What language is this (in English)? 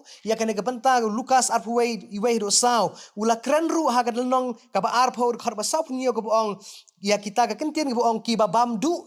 Khasi